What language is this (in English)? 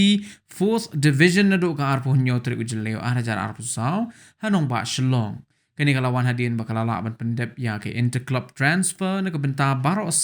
Khasi